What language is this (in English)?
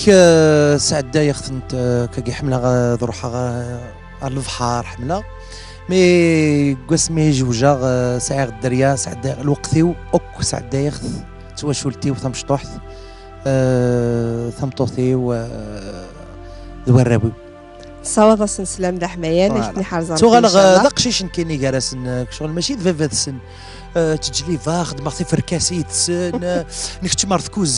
Kabyle